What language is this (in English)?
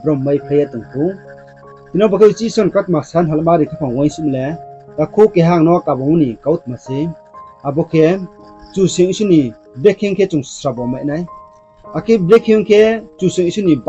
Riang (India)